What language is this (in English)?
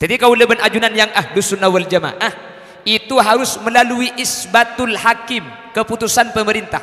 Madurese